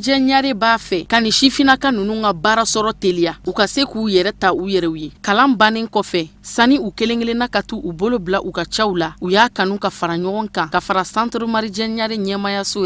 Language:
Bambara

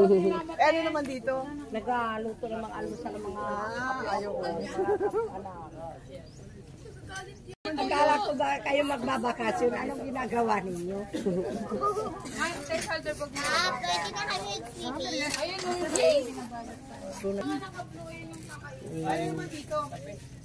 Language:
Filipino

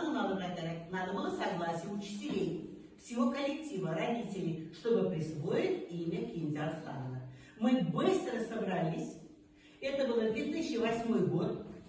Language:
Bashkir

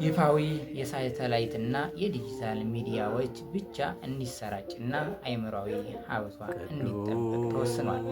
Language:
Amharic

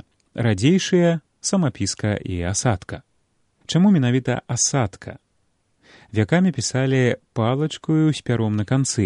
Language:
Belarusian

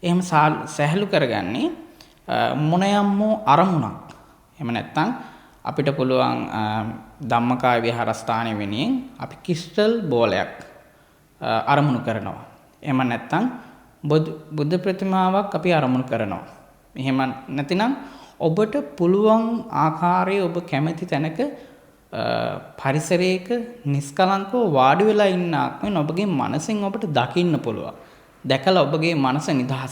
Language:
Sinhala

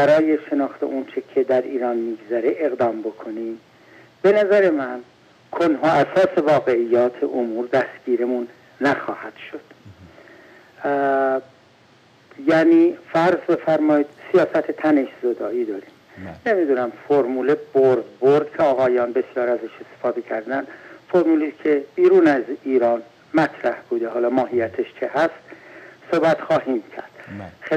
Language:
Persian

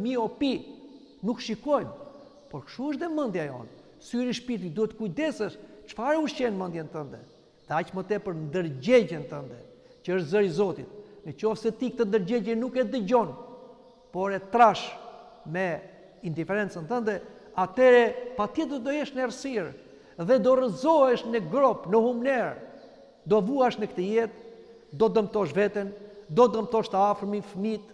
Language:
Albanian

